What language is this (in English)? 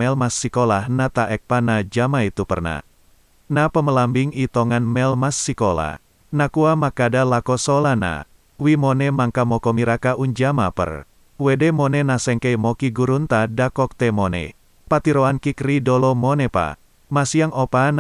Toraja-Sa'dan